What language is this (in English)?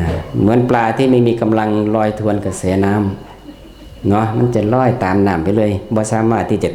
Northeastern Thai